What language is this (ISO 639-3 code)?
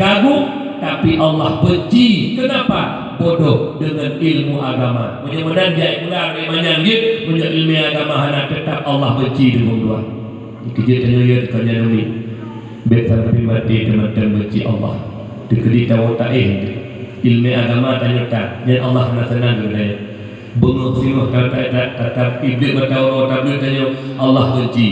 ace